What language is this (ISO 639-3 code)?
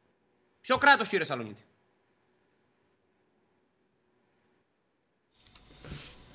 ell